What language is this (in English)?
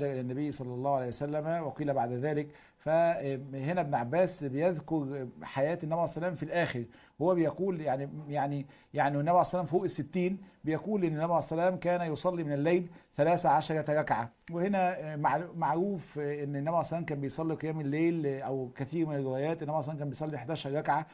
Egyptian Arabic